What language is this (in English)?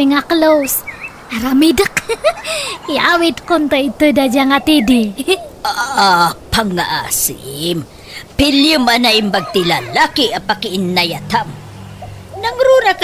Iloko